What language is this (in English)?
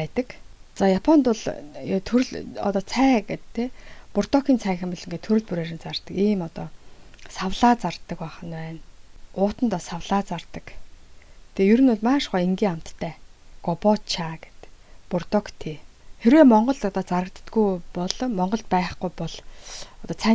Mongolian